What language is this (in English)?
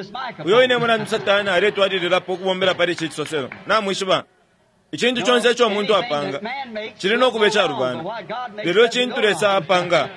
Bemba